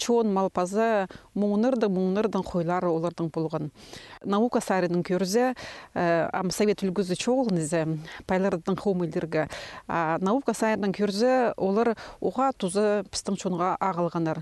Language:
Khakas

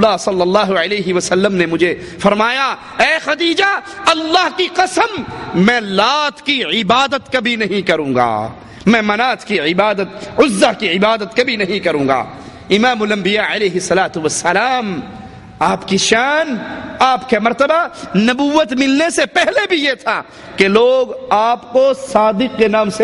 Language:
Urdu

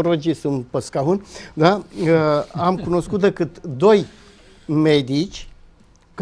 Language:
Romanian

